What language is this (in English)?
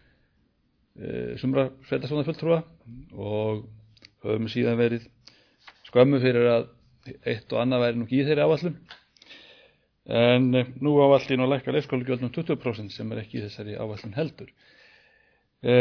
Icelandic